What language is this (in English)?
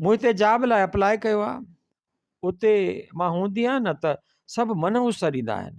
Sindhi